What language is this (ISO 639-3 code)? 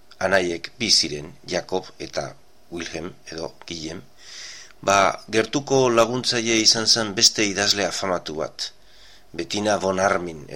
eus